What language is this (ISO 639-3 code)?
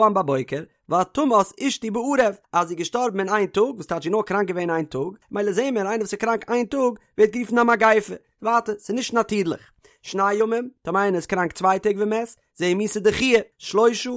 yid